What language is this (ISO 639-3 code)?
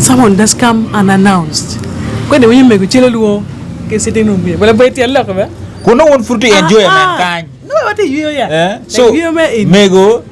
ach